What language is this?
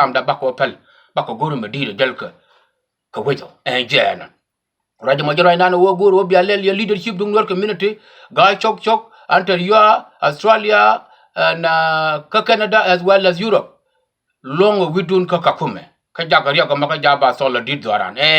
Nuer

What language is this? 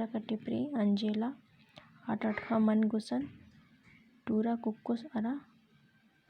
Kurukh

